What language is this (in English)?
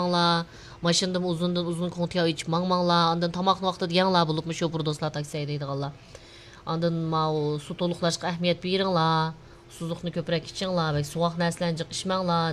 Uyghur